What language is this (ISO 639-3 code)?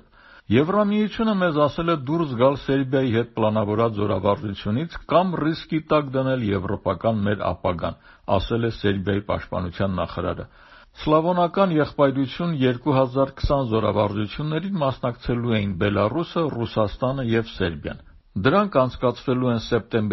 hye